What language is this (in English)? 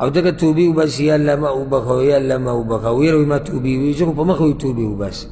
Pashto